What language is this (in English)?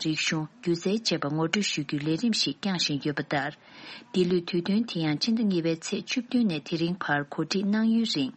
Tibetan